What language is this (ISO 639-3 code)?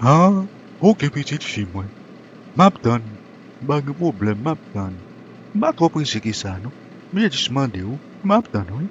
hat